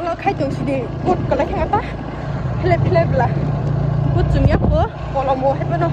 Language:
Kok Borok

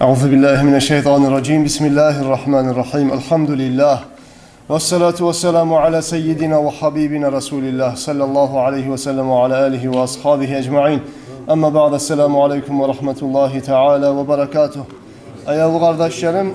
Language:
Kumyk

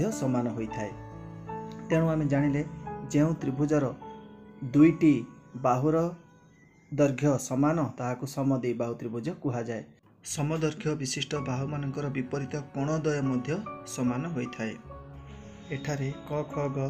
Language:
Odia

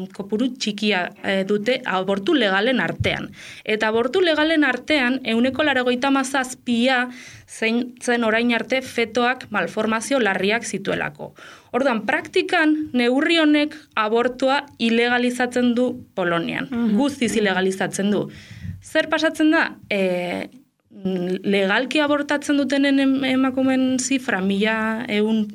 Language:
Basque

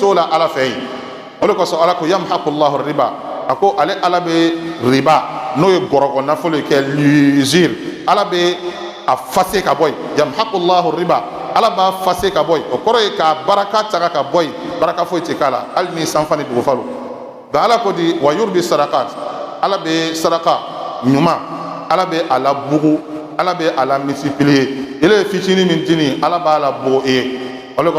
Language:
Bambara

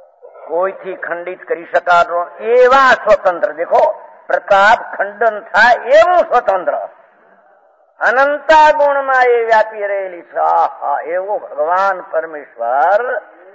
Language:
Gujarati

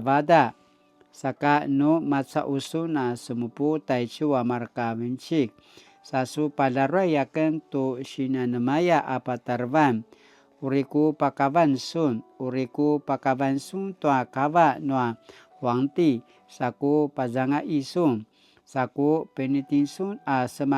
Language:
Paiwan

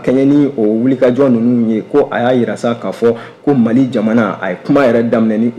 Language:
Bambara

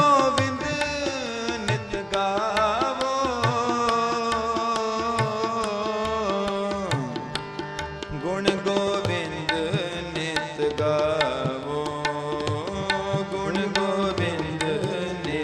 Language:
Punjabi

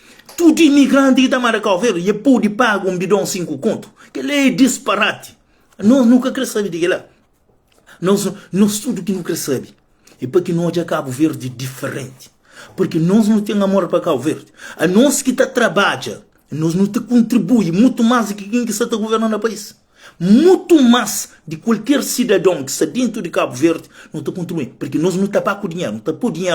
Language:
Kabuverdianu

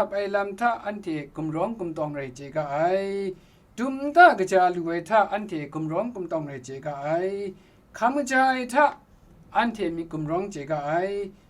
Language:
Kachin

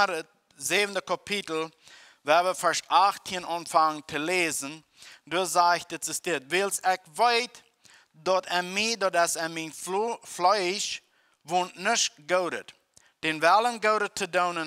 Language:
Plautdietsch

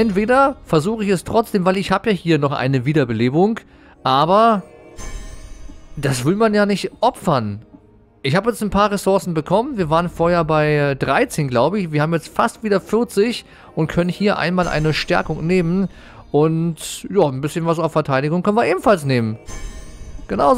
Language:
German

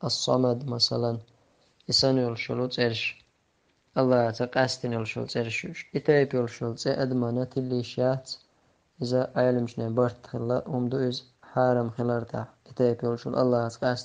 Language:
Chechen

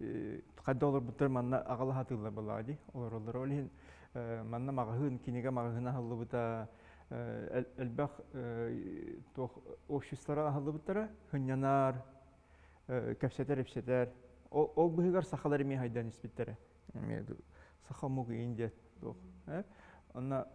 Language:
Yakut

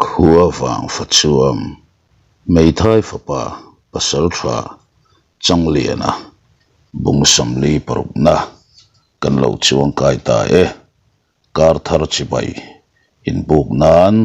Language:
Mizo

